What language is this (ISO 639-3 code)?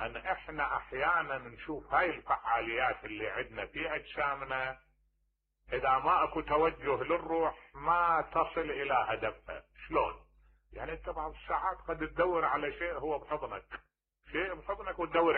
acm